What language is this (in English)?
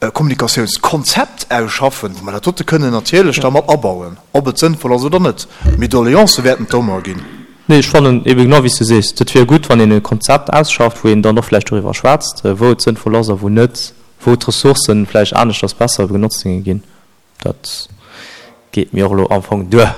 Luxembourgish